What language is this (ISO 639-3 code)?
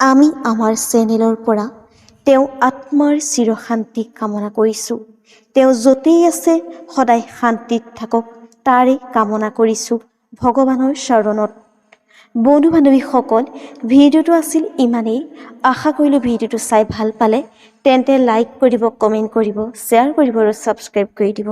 asm